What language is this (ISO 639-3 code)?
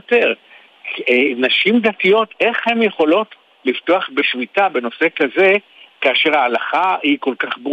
heb